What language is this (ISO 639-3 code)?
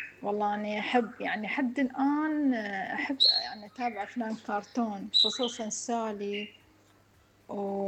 acm